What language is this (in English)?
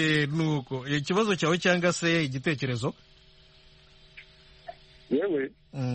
Kinyarwanda